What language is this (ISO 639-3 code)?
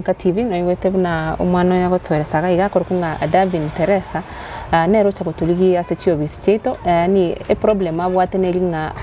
guz